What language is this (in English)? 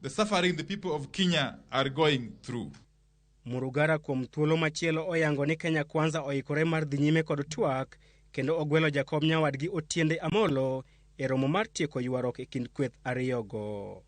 Luo (Kenya and Tanzania)